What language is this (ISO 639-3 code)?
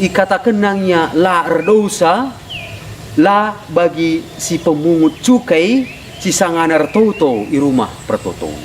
btx